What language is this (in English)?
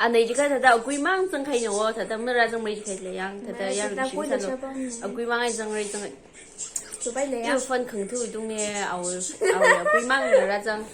Tangkhul Naga (India)